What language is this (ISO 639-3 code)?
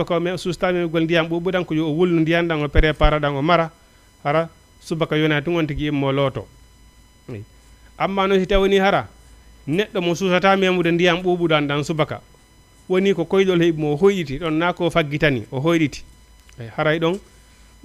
ful